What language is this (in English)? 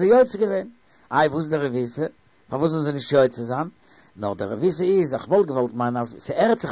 Yiddish